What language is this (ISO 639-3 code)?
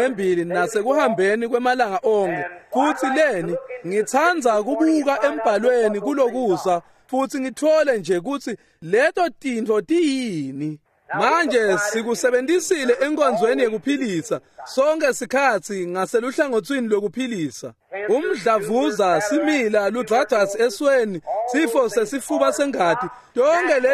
ssw